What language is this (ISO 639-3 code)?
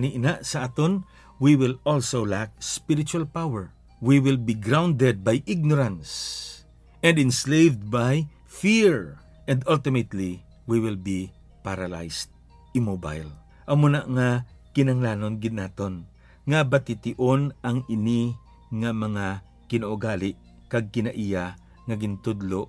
hil